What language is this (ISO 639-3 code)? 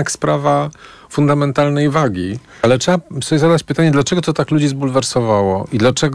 pol